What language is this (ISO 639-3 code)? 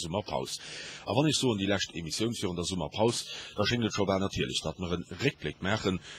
ltz